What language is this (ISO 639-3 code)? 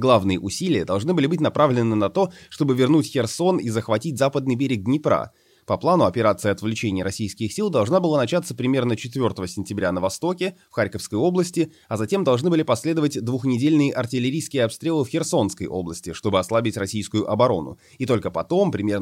rus